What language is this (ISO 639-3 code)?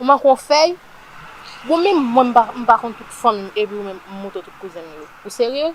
hat